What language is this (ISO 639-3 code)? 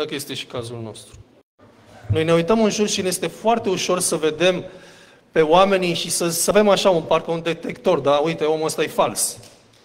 ron